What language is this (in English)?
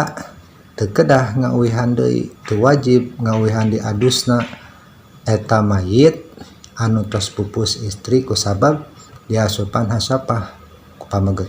Sundanese